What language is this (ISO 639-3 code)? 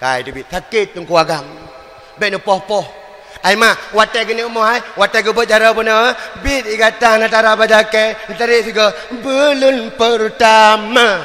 ace